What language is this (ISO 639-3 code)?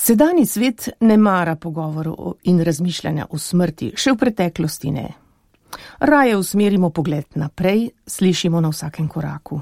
slv